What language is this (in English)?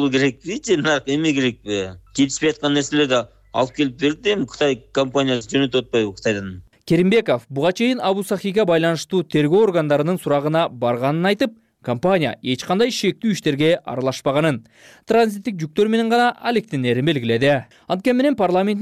Kyrgyz